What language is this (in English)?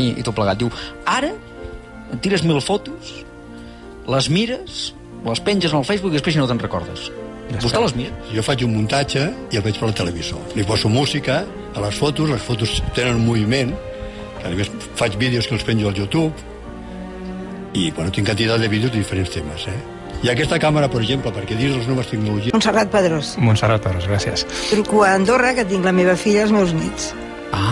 Catalan